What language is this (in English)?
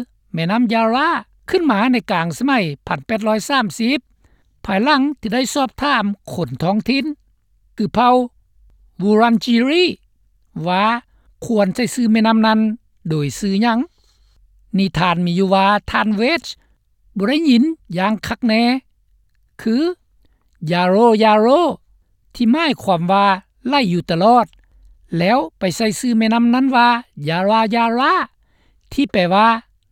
Lao